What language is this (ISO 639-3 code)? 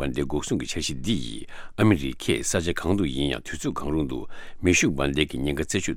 bod